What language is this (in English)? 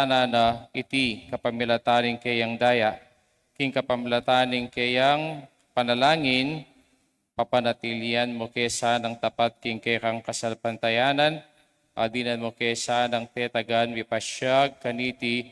Pampanga